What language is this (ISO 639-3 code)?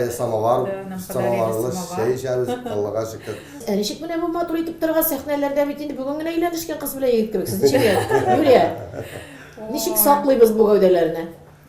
tat